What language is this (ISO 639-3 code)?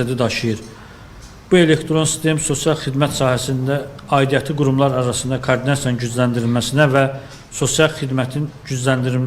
aze